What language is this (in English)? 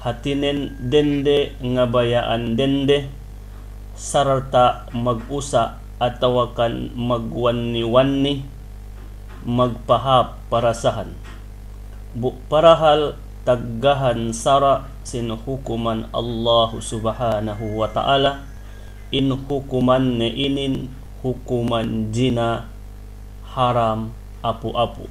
Yakan